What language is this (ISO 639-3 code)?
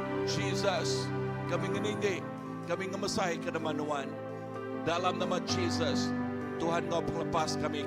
iba